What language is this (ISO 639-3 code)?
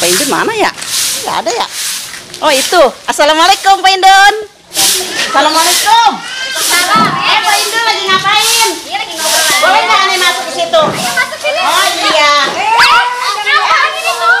bew